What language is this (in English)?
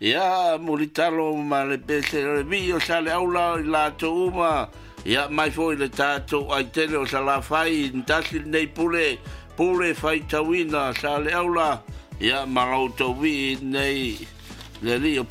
Samoan